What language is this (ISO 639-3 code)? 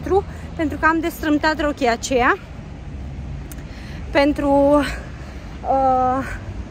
ron